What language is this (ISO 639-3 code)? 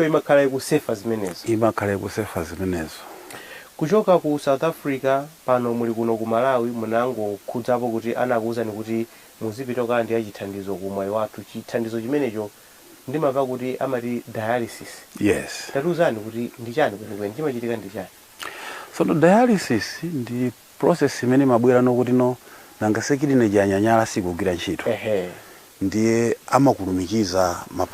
nya